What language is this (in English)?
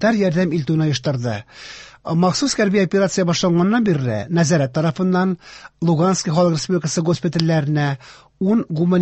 Tatar